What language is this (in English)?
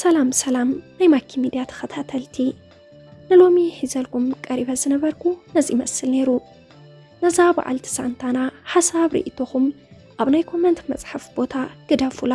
Tigrinya